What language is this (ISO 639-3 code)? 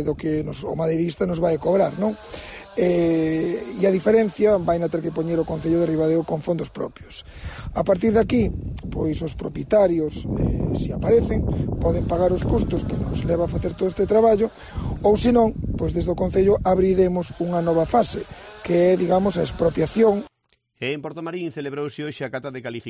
glg